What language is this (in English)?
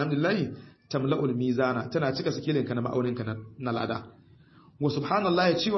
Hausa